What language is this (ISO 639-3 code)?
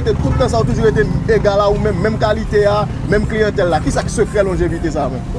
hat